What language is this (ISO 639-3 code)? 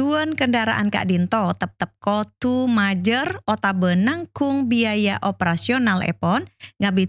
mad